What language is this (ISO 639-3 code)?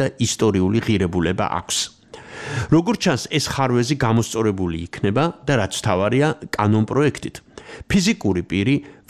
kat